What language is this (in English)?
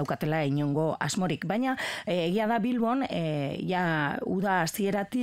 Basque